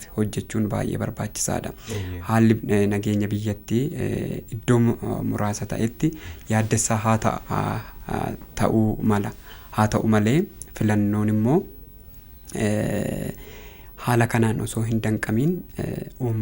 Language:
Oromo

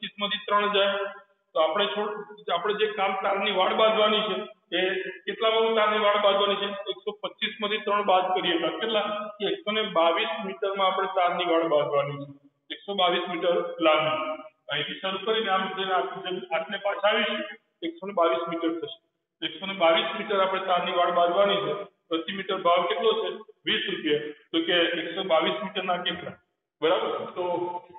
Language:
Gujarati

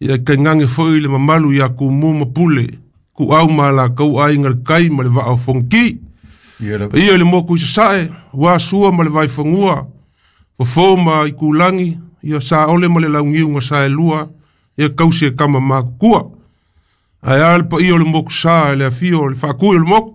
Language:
Samoan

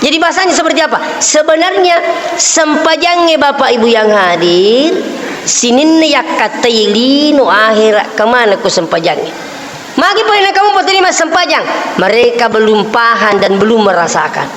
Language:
Buginese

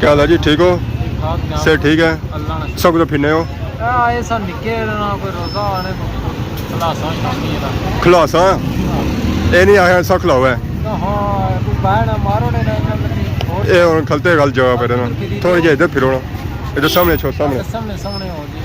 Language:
Pahari-Potwari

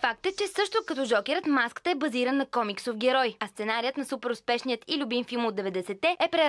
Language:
Bulgarian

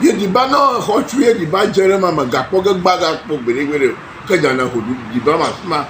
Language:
Ewe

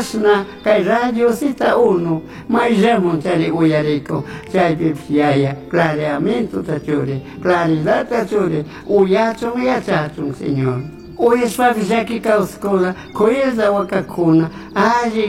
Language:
Chimborazo Highland Quichua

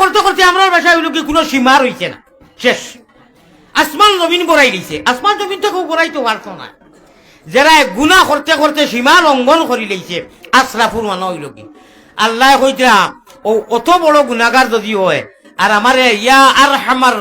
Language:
Sylheti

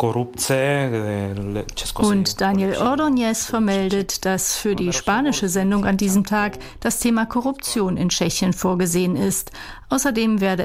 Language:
German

